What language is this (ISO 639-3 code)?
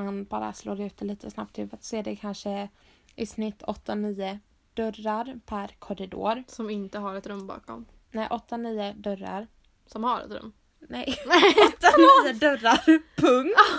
swe